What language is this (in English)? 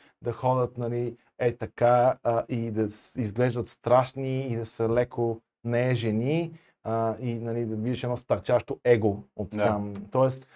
Bulgarian